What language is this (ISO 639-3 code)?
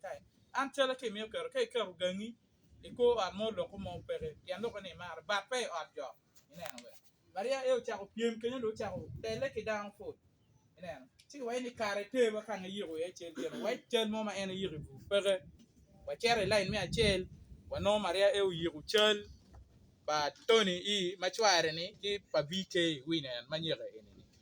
ach